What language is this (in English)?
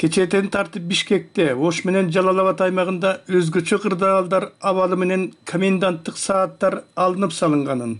Kyrgyz